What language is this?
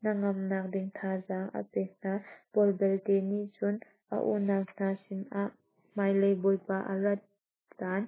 Hakha Chin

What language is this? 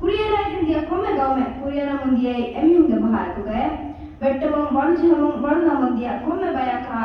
Divehi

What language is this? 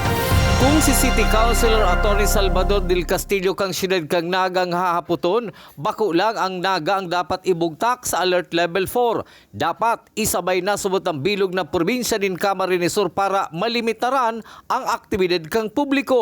Bikol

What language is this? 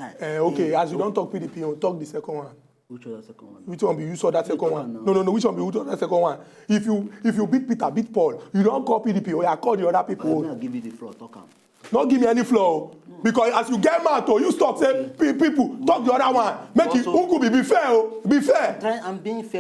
Nigerian Pidgin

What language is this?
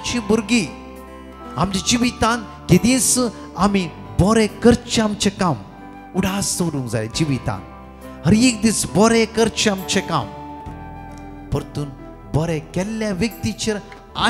Konkani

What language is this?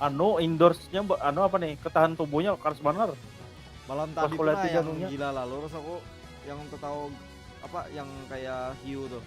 Banjar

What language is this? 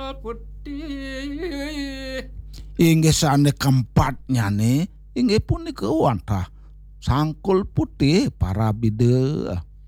Balinese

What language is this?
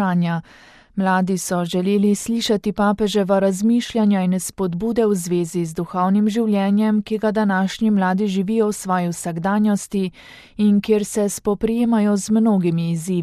Slovenian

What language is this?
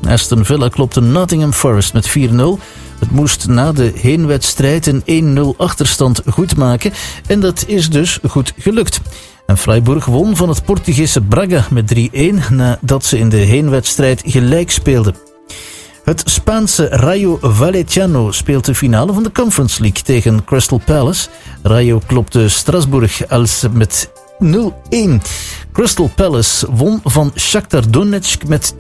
Dutch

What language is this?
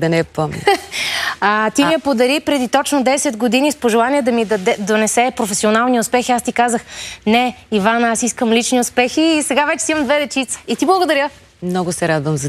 Bulgarian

